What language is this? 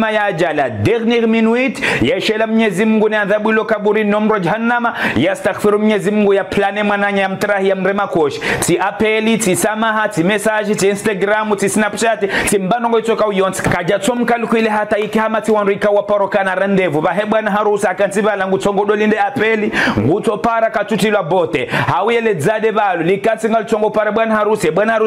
Ngazidja Comorian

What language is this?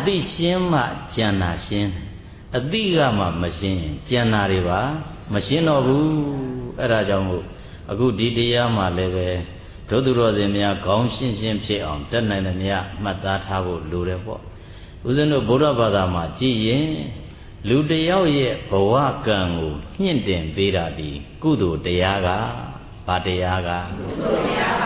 Burmese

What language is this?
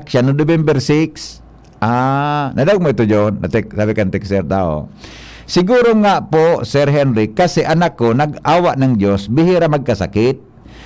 Bikol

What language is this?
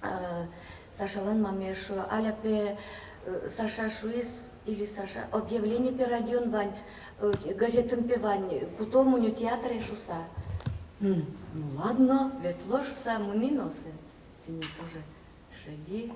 Udmurt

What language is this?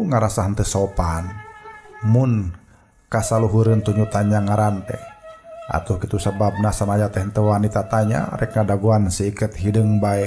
Sundanese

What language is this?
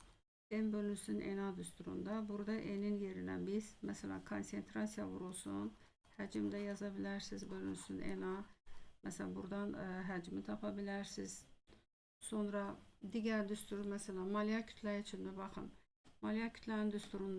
Azerbaijani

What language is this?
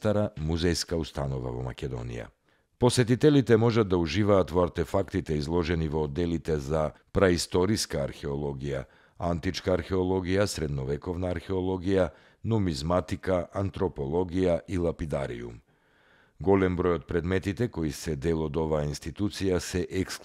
Macedonian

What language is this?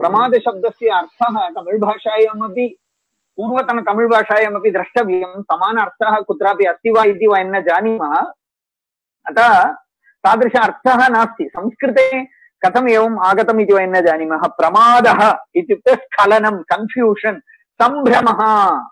Sanskrit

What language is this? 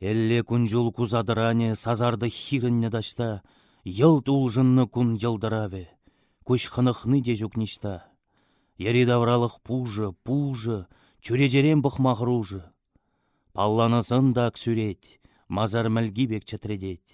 Chuvash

